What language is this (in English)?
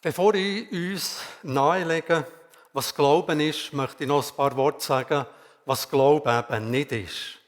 Swiss German